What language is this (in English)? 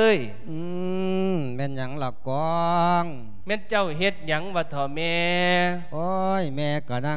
Lao